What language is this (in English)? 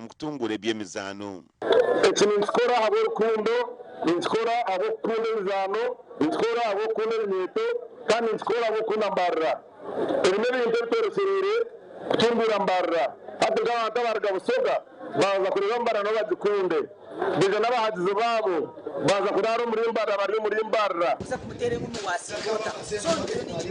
Nyankole